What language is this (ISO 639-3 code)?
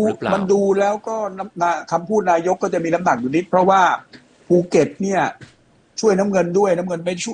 tha